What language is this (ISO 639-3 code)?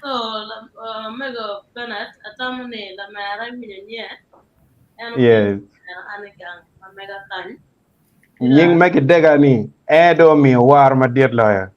ach